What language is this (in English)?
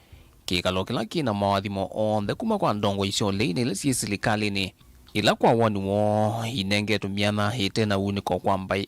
Kamba